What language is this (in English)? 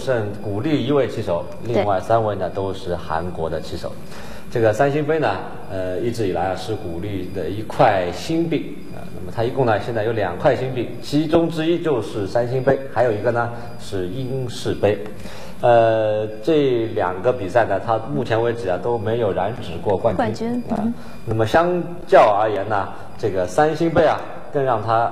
Chinese